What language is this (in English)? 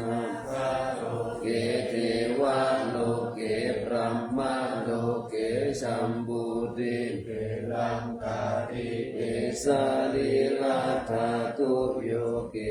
Pali